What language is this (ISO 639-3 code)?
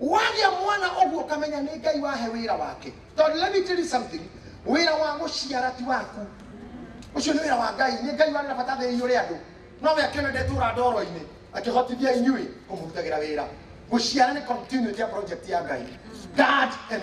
kik